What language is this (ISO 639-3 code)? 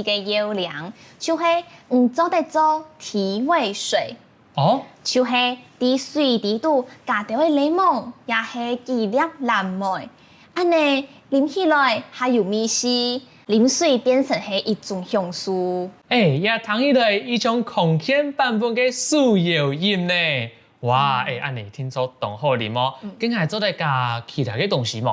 hak